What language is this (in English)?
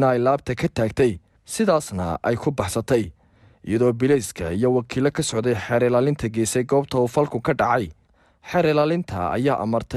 Somali